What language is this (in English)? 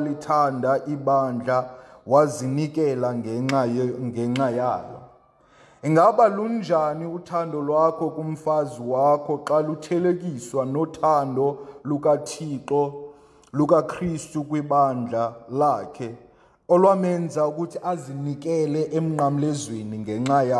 Xhosa